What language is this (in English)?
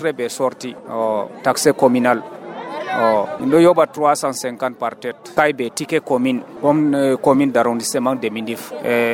Nigerian Fulfulde